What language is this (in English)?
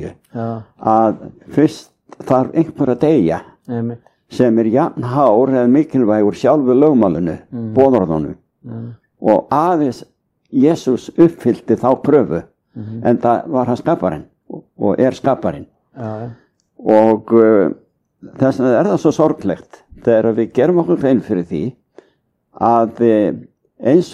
Icelandic